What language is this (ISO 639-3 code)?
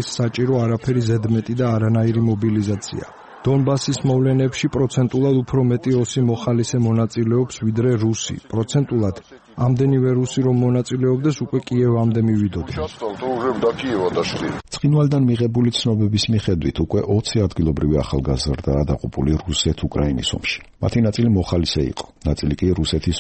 kat